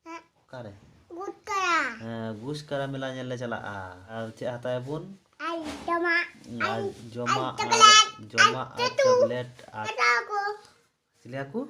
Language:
Santali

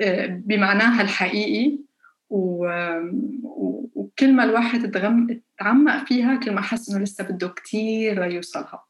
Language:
North Levantine Arabic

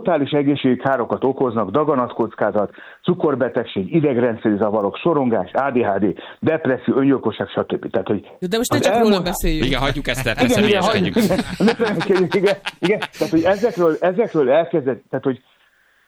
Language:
Hungarian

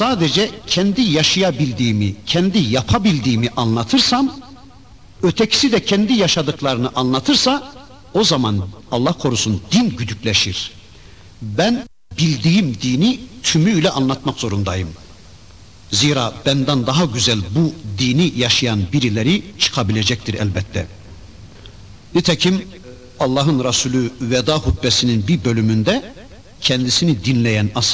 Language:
Turkish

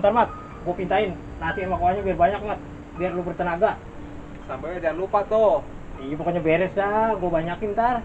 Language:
Betawi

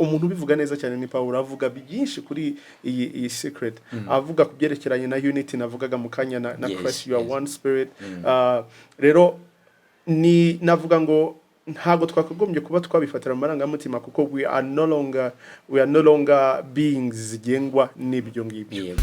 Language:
Kinyarwanda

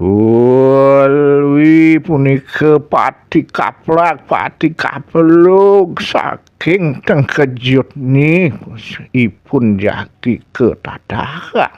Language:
Balinese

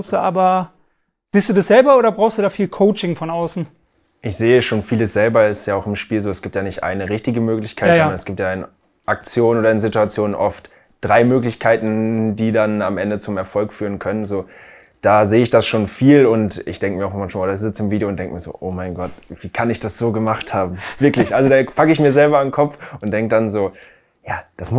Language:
German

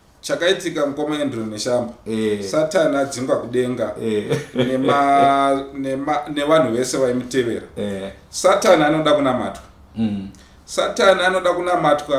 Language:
Shona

